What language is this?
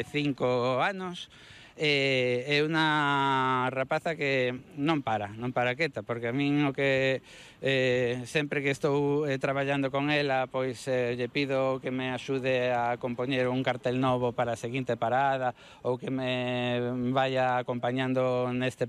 Galician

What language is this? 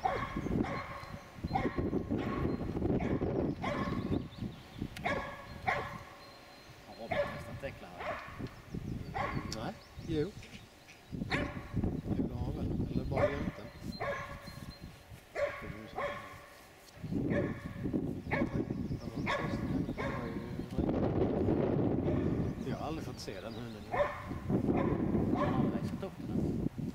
Swedish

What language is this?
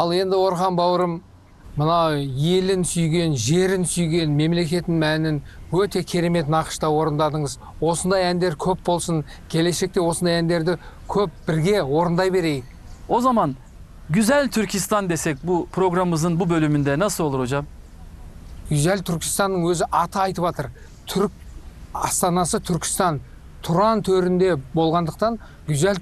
Kazakh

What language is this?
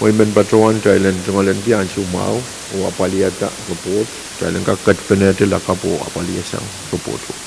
Pohnpeian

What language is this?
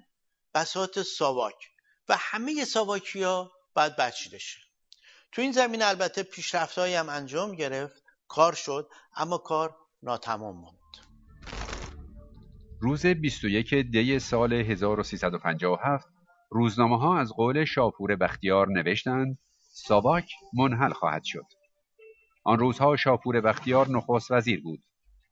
Persian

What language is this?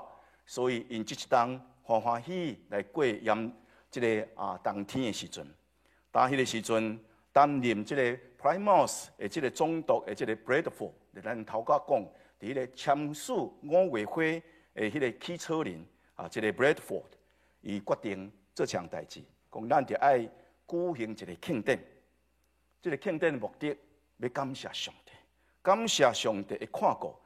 Min Nan Chinese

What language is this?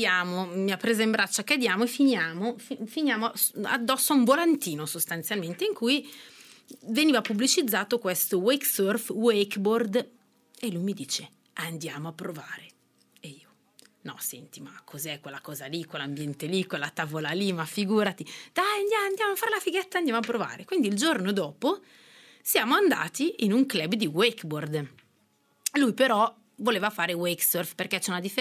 Italian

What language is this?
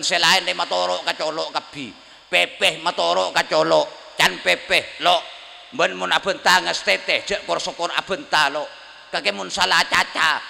Madurese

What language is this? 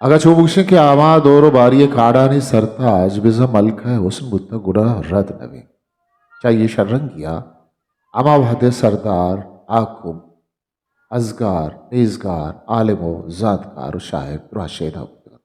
Eastern Balochi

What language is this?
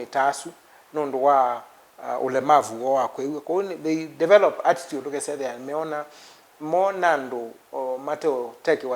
Kamba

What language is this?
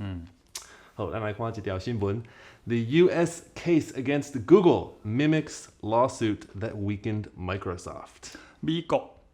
Min Nan Chinese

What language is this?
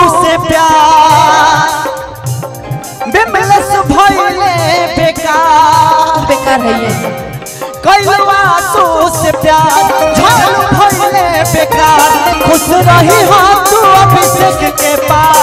Bhojpuri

